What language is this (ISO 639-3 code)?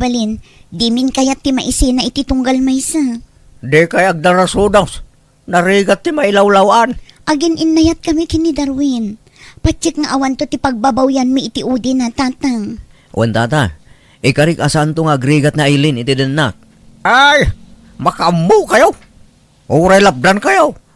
ilo